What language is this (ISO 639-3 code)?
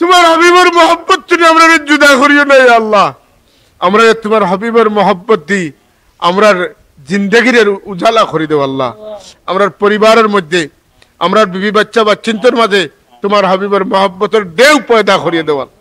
syl